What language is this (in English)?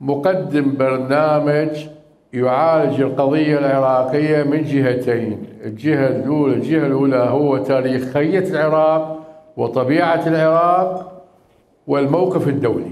Mesopotamian Arabic